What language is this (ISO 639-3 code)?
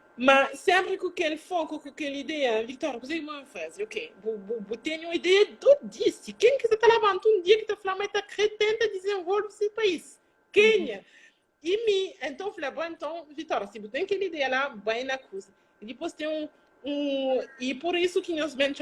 kea